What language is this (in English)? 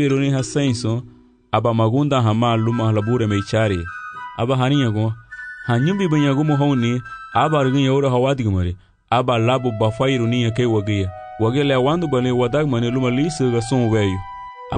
Garifuna